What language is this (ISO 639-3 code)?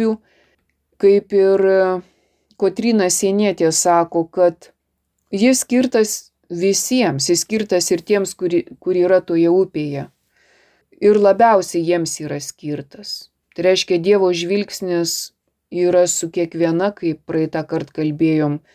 lit